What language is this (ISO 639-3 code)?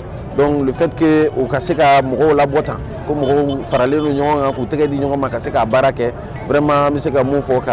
bam